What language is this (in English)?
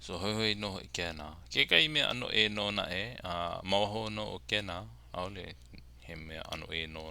Hawaiian